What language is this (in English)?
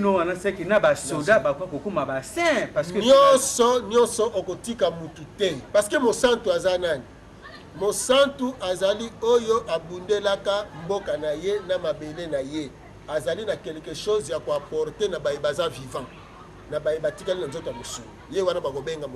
Lingala